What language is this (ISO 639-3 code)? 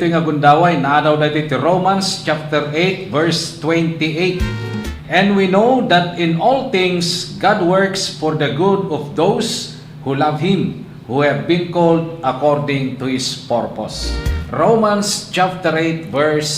ilo